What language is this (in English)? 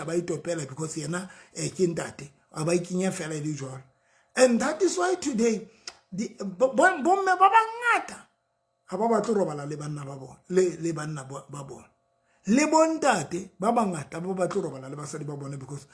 Southern Sotho